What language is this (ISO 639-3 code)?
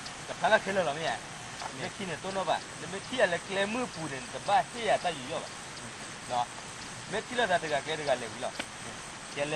ksw